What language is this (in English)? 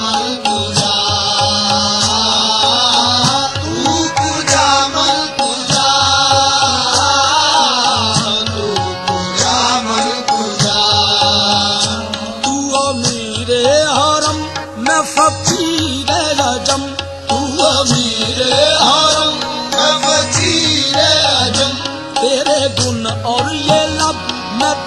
Hindi